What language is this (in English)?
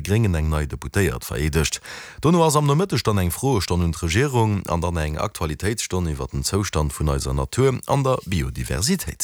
Luxembourgish